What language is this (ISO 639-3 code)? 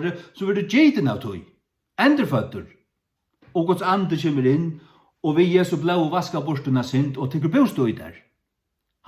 fao